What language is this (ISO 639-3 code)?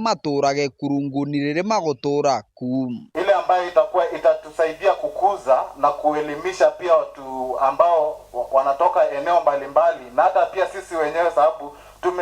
mer